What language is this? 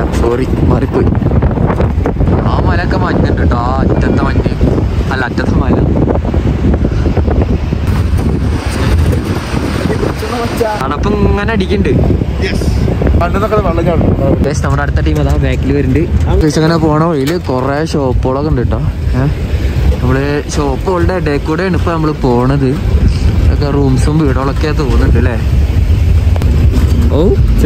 Malayalam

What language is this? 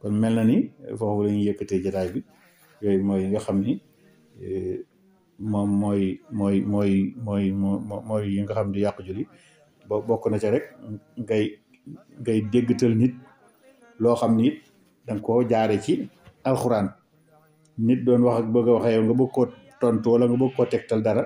Wolof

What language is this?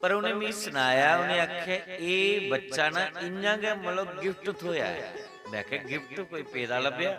Dogri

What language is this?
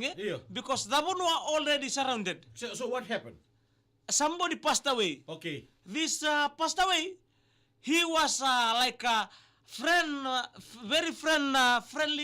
Fijian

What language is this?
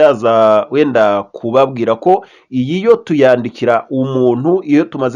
Kinyarwanda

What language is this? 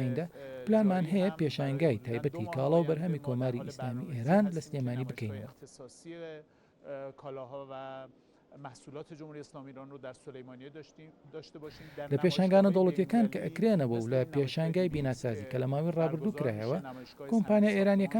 Central Kurdish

